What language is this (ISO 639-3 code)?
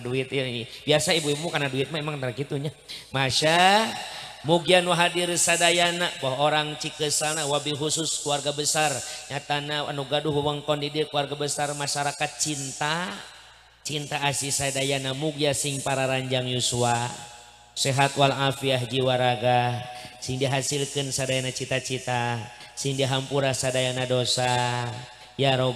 sun